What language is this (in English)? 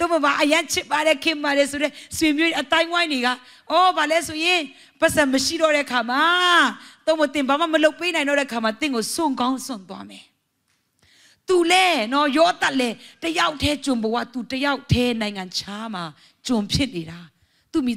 Burmese